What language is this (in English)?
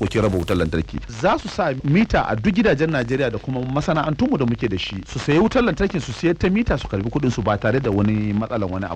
Hausa